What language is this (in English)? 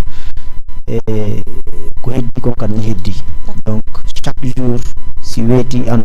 Fula